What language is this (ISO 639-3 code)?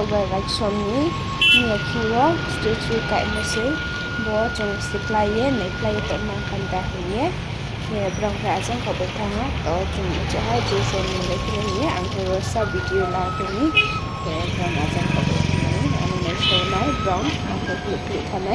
ria